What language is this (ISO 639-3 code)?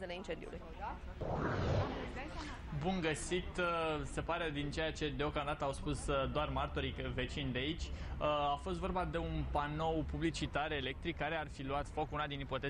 ron